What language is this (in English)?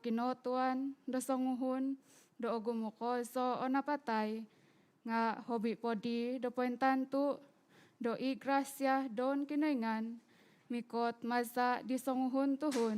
Central Dusun